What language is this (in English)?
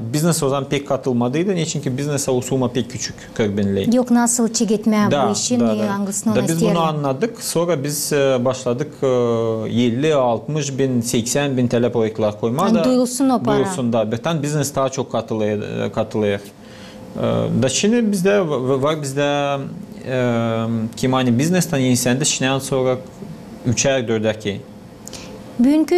Gagauz